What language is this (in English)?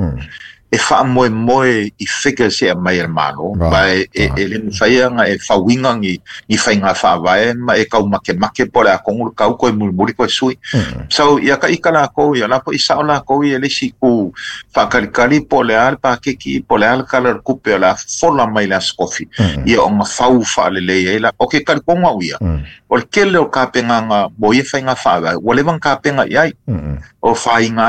Samoan